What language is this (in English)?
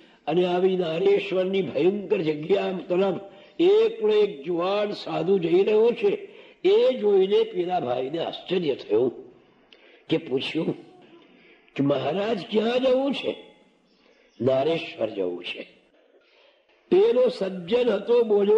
Gujarati